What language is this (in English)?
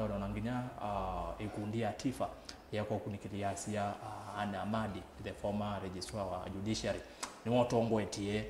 Kamba